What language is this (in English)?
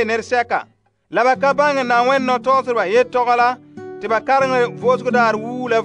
Frafra